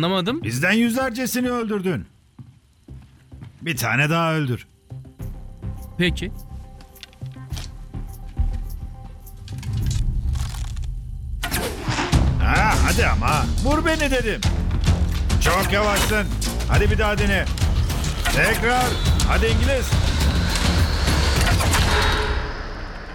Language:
Turkish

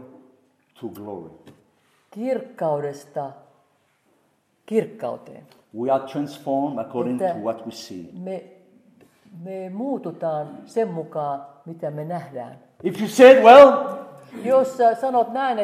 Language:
Finnish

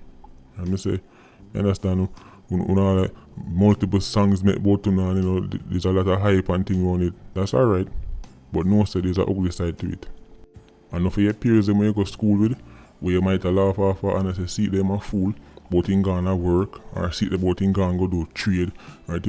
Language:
Jamaican Creole English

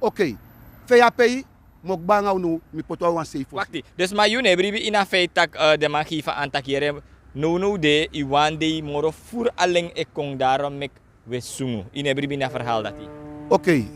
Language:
Sranan Tongo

